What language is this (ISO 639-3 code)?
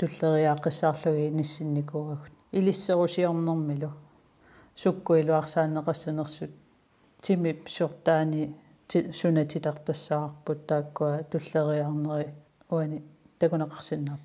kal